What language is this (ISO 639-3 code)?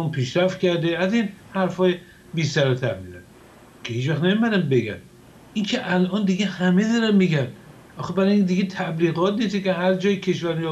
fas